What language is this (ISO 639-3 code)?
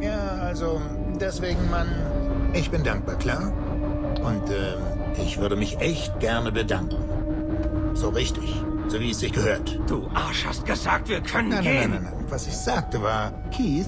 bar